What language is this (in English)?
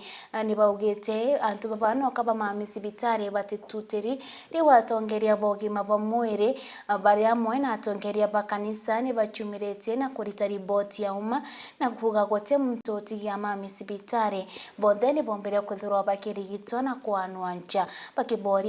Meru